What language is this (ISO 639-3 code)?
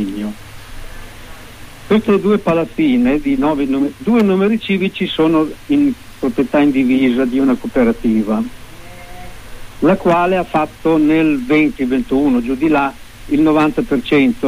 ita